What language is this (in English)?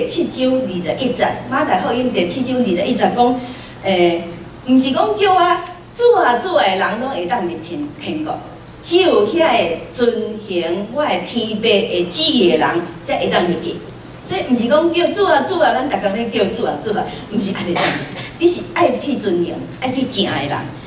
Min Nan Chinese